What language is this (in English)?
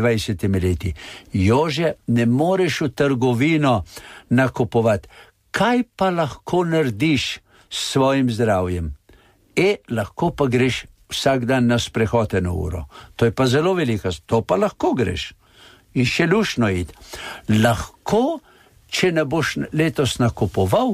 Slovenian